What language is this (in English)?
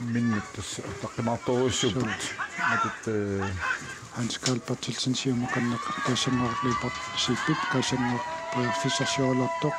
Kalaallisut